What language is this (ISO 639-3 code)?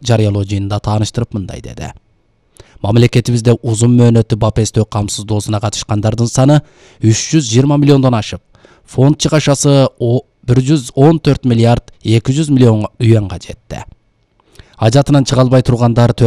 kir